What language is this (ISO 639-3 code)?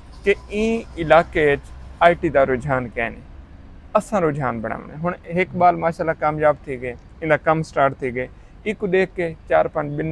skr